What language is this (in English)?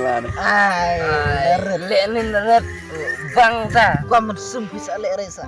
Khasi